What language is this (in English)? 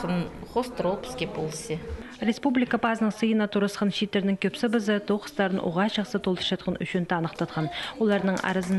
Khakas